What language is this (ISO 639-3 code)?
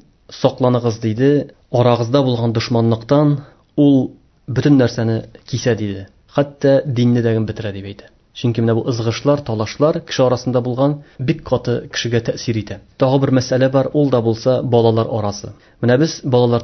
tat